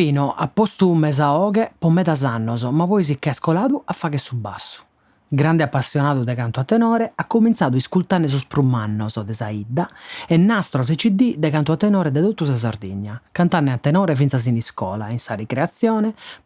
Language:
Sardinian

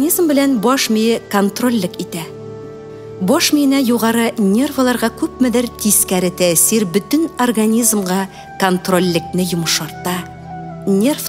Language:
Tatar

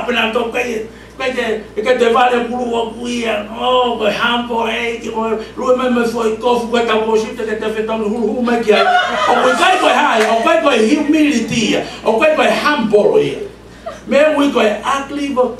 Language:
Tongan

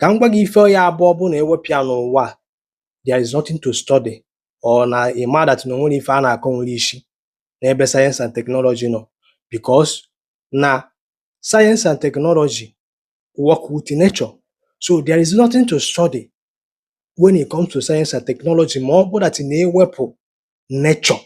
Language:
Igbo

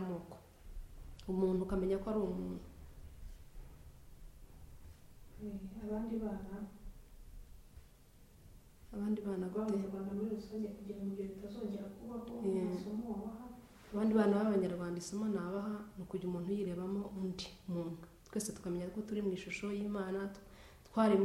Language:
Kinyarwanda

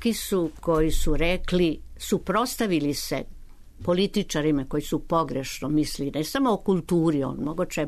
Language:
Serbian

